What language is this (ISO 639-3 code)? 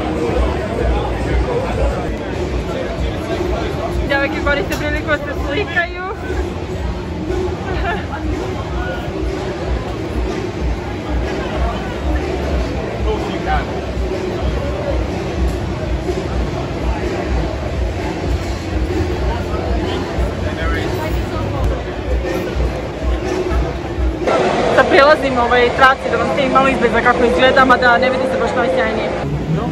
srp